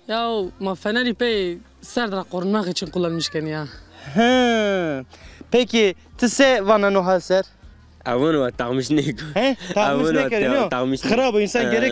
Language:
Zaza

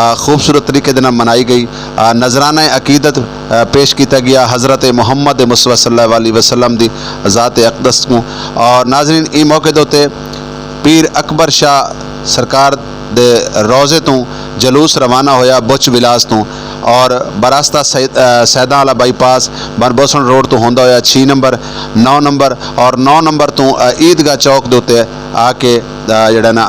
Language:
Saraiki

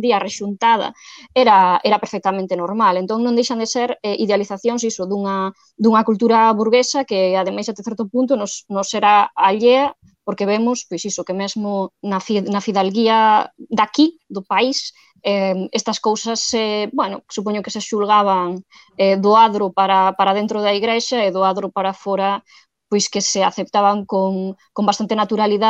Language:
Galician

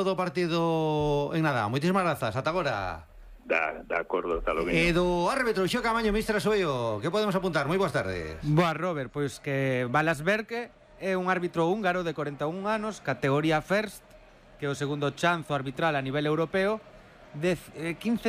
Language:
Galician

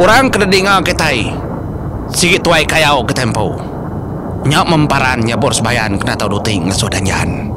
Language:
Iban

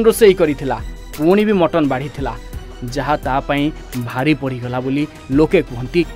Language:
Odia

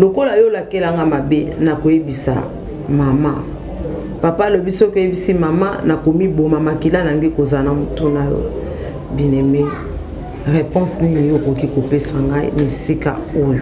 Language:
Lingala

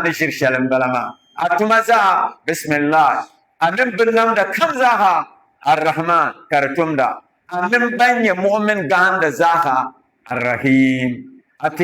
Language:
Dagbani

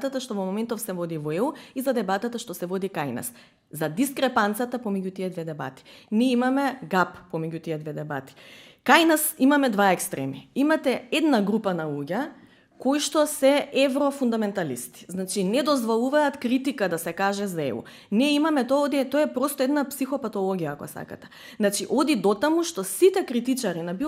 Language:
Macedonian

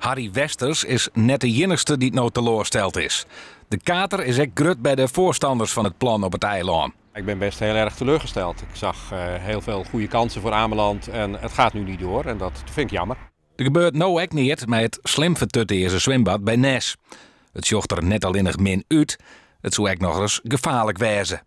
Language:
Western Frisian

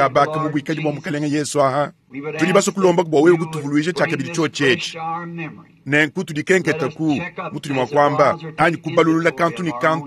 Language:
Luba-Lulua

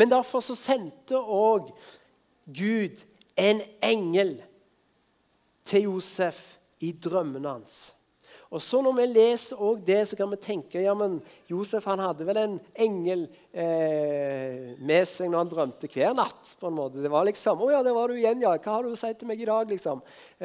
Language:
Norwegian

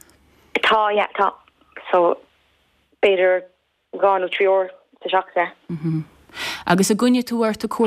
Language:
Irish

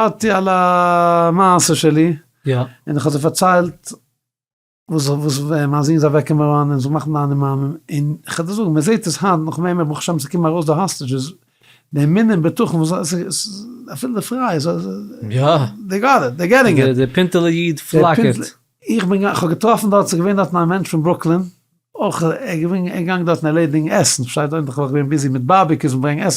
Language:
Yiddish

